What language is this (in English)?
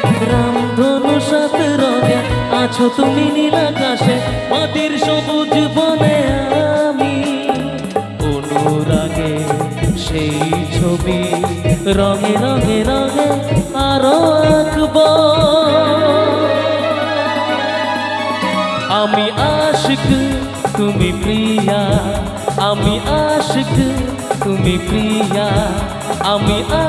Bangla